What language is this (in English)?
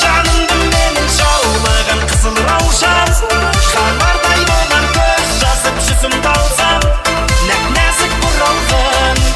Kara-Kalpak